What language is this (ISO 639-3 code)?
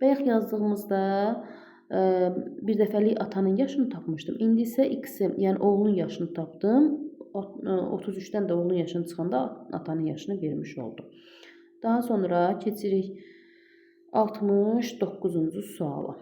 aze